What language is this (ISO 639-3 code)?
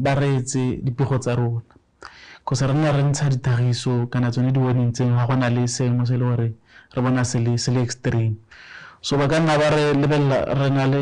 tsn